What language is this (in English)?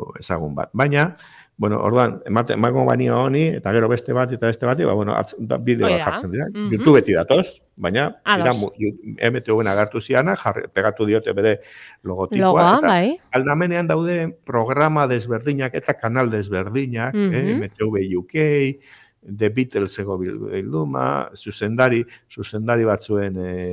Basque